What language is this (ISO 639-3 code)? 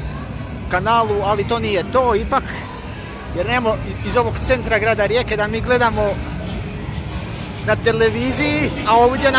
hrv